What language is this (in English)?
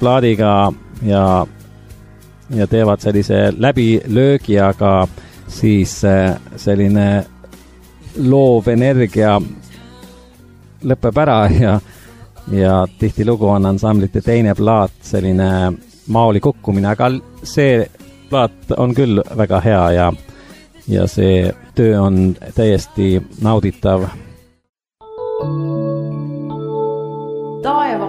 Estonian